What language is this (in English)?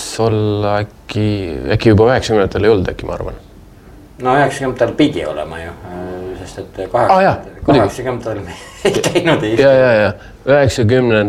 Estonian